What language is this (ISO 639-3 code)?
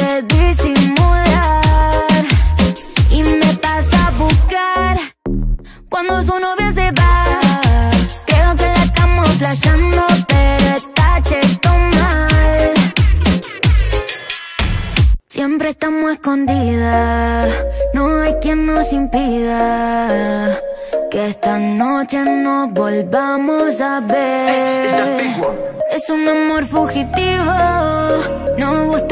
spa